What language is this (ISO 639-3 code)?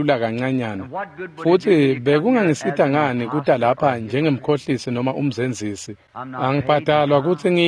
ssw